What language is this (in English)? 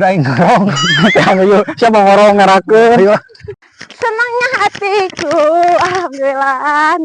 Sundanese